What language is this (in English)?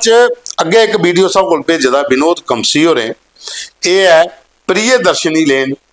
Dogri